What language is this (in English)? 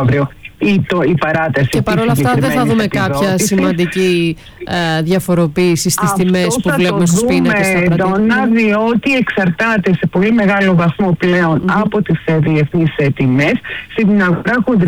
Greek